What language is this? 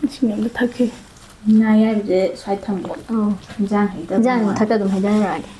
Manipuri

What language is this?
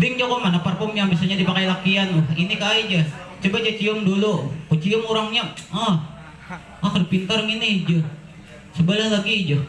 Banjar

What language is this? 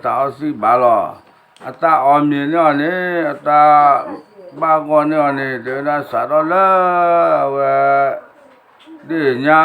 S'gaw Karen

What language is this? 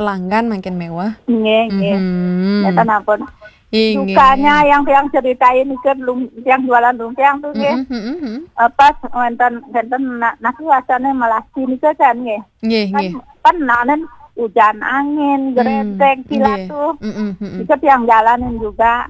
Balinese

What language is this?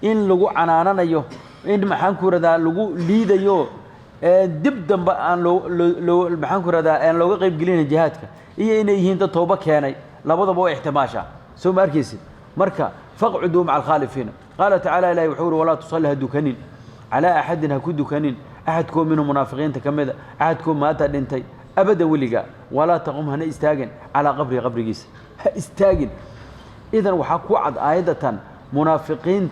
Somali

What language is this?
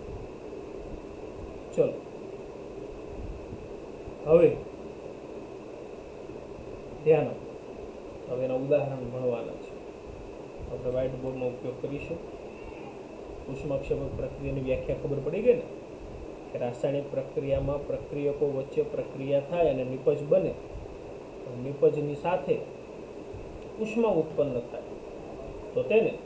Gujarati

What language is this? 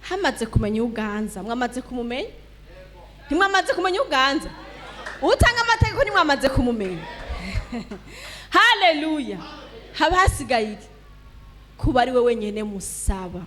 Rundi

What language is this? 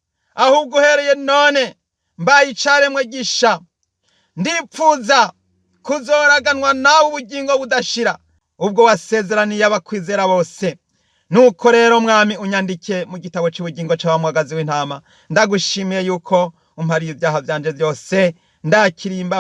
Rundi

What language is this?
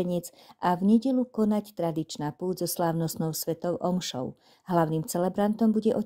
Slovak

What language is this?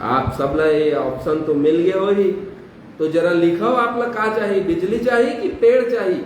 Chhattisgarhi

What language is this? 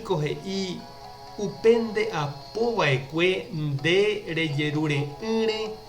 Guarani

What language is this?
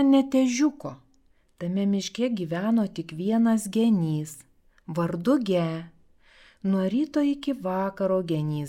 Lithuanian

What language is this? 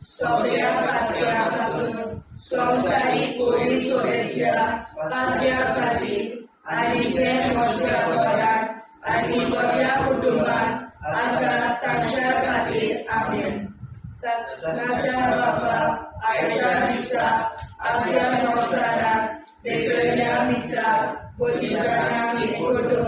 Konkani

